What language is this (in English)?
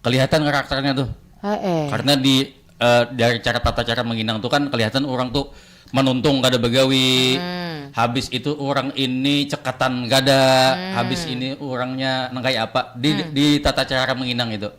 Banjar